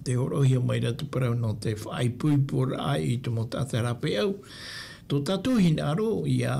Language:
Tahitian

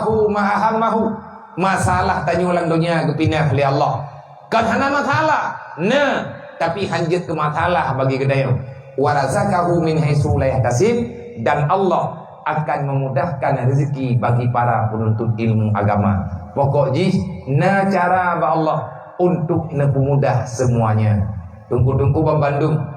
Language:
Achinese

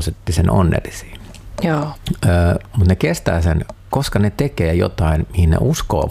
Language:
Finnish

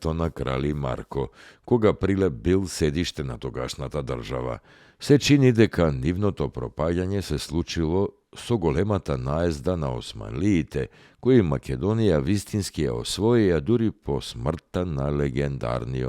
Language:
Macedonian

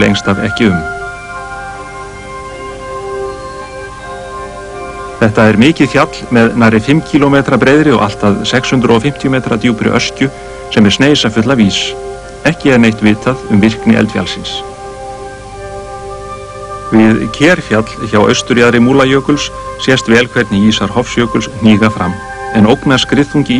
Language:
Icelandic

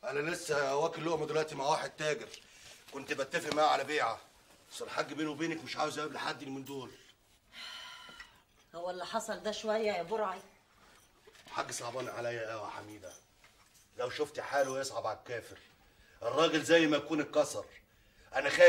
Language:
Egyptian Arabic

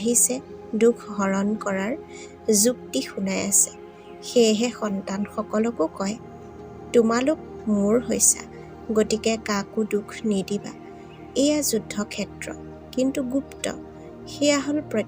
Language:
Assamese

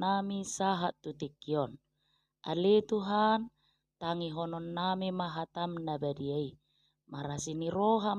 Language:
Batak Toba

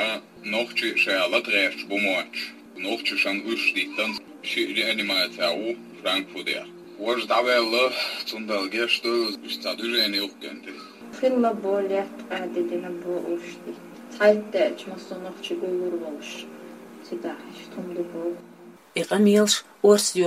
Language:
Chechen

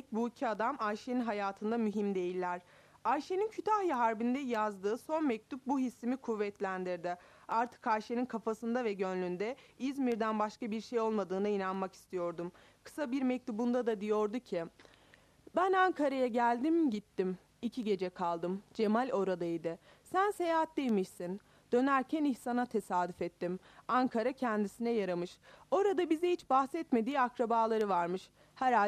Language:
Turkish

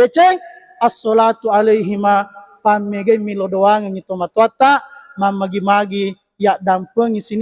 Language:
Buginese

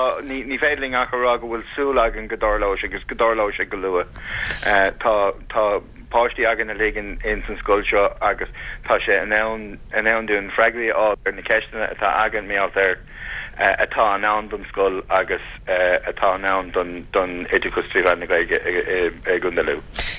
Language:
Irish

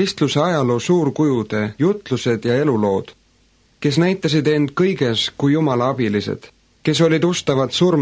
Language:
Estonian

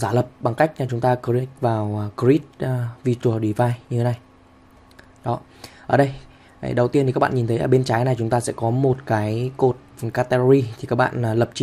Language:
Vietnamese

